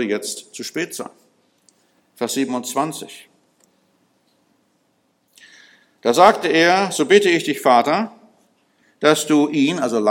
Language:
German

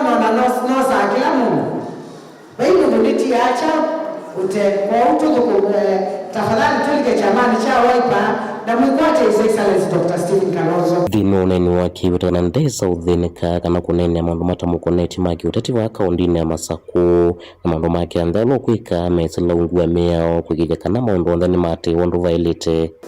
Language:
Kamba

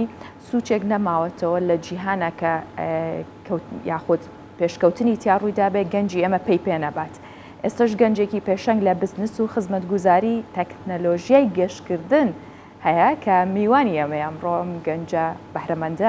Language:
Central Kurdish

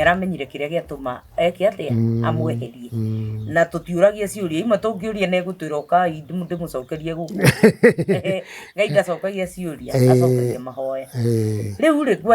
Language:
Kikuyu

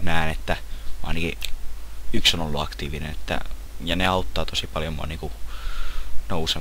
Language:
Finnish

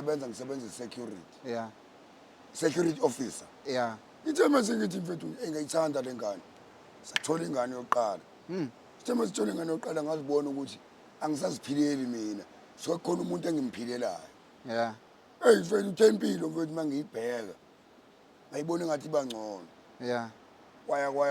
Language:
Zulu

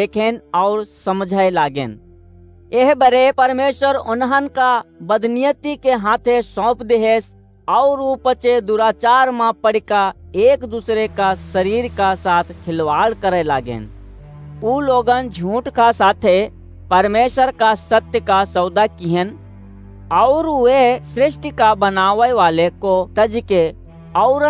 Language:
Awadhi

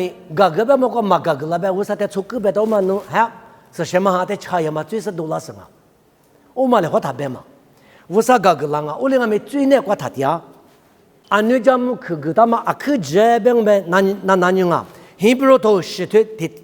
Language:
Lisu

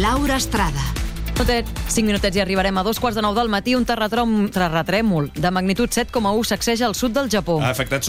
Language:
Catalan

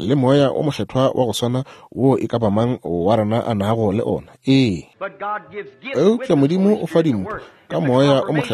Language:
Northern Sotho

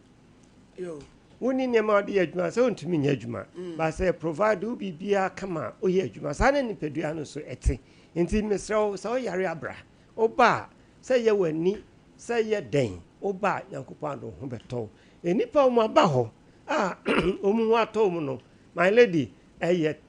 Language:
Akan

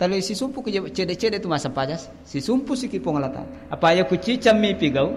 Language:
Buginese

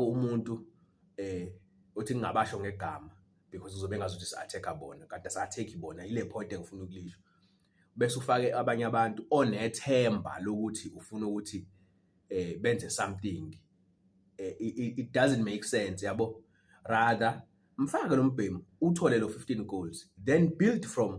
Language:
Zulu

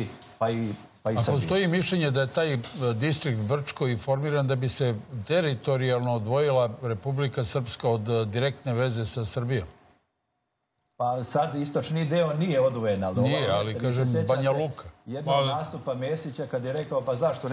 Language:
Serbian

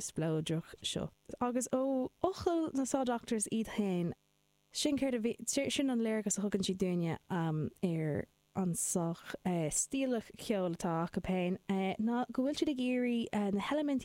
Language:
Irish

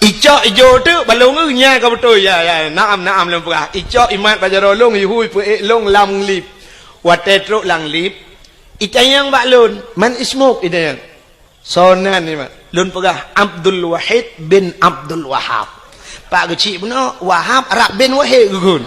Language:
Achinese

